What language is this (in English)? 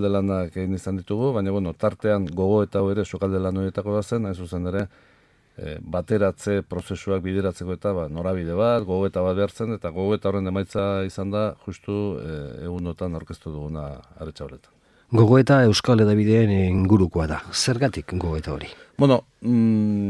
Basque